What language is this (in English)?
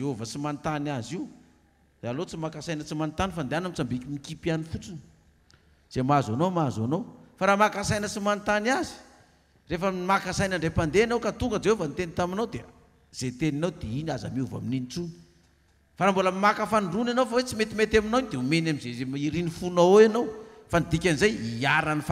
Malagasy